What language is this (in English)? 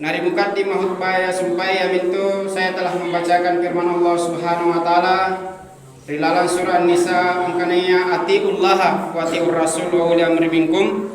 Makasar